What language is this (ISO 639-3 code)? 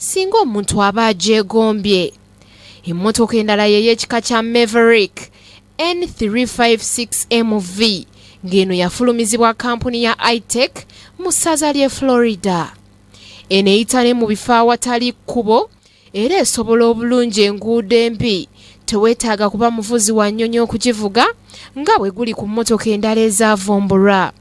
lug